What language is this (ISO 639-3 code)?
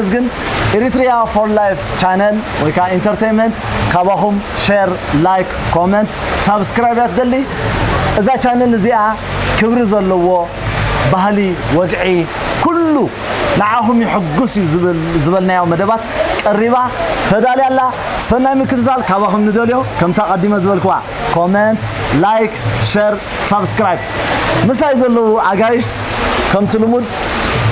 tir